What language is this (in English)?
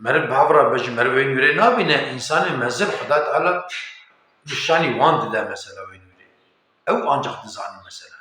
Kurdish